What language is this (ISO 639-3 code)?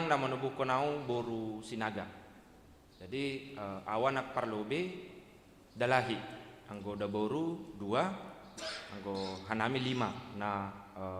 bts